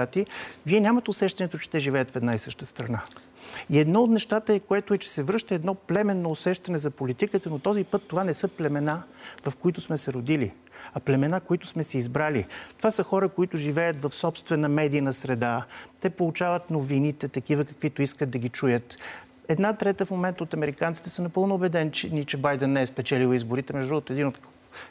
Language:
Bulgarian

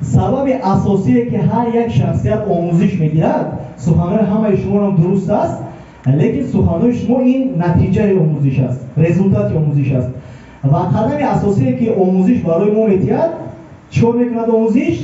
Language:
Tajik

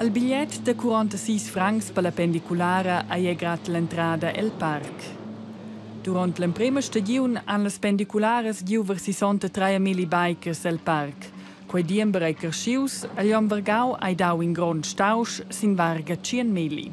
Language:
Romansh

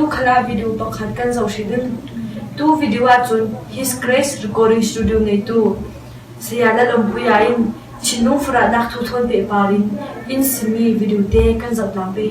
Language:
Falam Chin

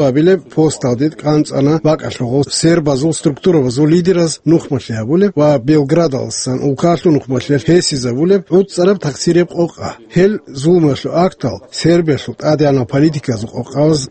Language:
Avaric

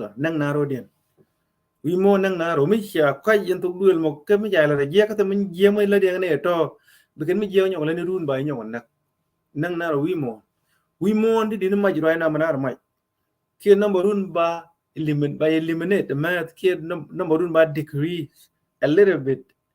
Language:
Nuer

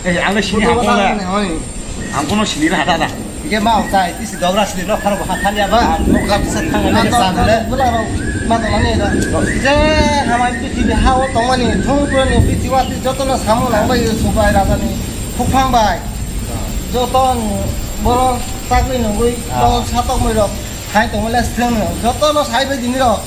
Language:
Kok Borok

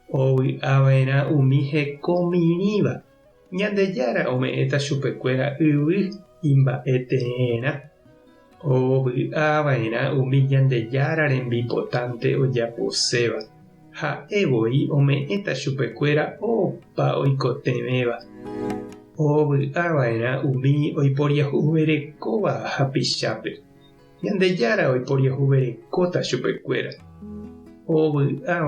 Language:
Guarani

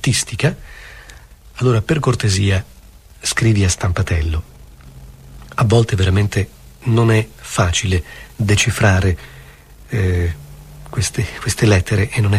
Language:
Italian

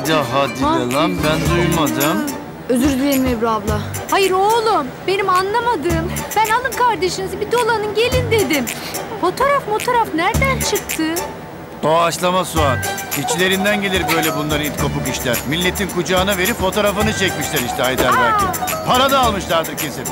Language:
Turkish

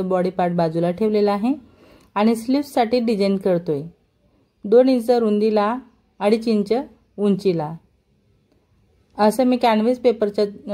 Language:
Marathi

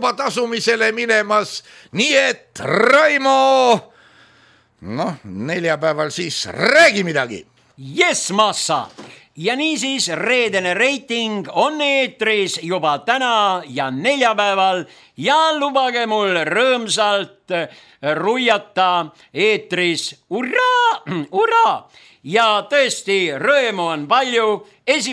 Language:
Estonian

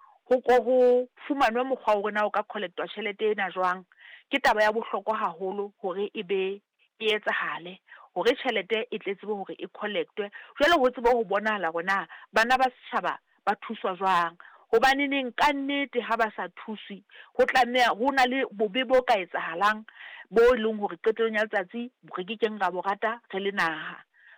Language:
Southern Sotho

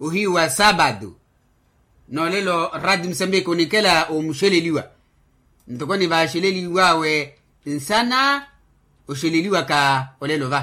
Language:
Makhuwa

